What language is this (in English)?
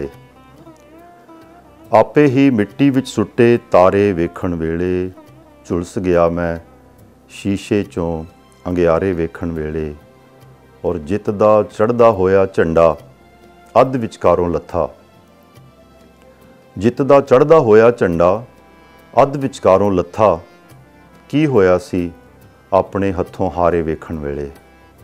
Punjabi